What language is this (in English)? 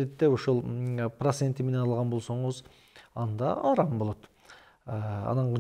Kyrgyz